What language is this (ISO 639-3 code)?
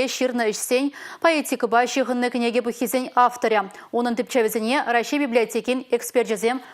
chv